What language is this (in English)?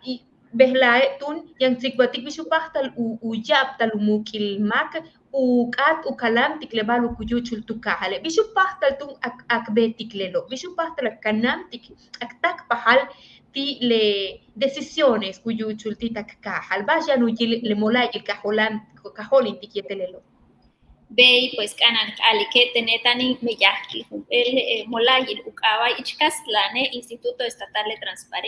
Yucateco